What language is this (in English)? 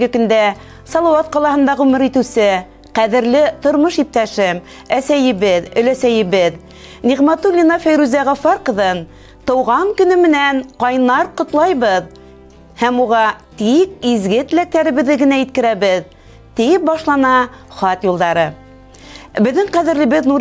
Bashkir